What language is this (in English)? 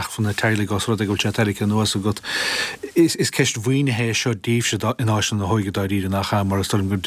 Irish